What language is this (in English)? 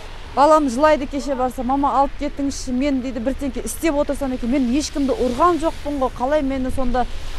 Kazakh